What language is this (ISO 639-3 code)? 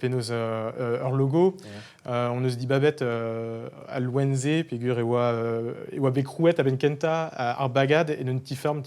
bre